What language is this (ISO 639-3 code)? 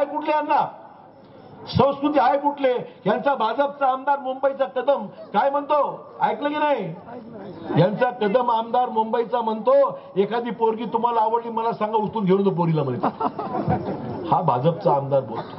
mar